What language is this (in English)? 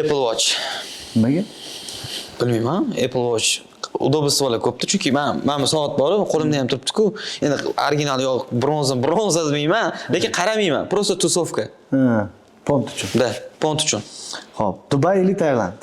Uzbek